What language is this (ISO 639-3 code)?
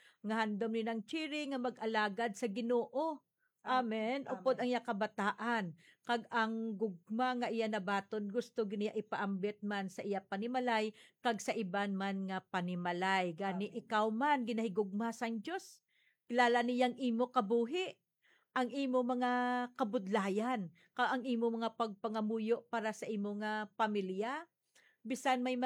hil